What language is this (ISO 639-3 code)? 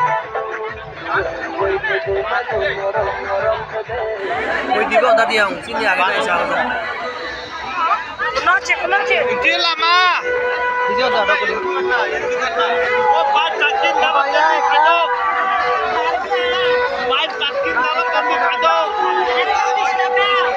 bho